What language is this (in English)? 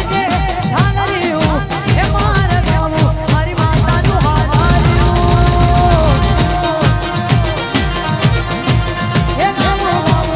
Gujarati